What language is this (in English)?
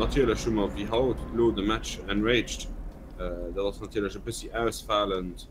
Luxembourgish